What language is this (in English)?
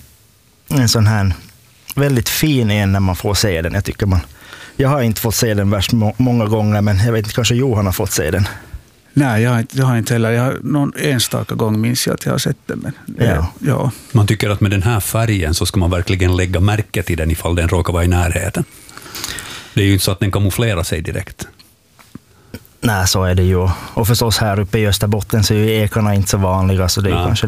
Swedish